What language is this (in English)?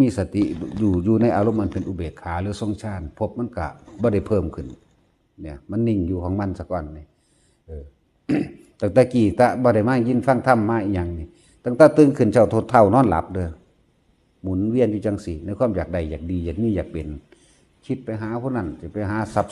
Northeastern Thai